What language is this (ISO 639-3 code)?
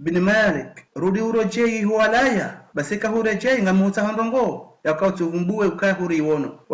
zdj